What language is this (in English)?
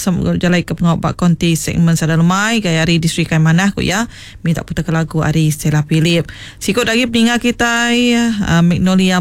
Iban